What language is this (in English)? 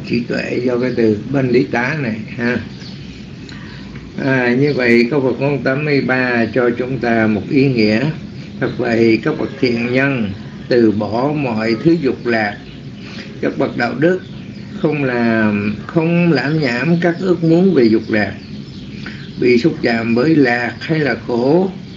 Vietnamese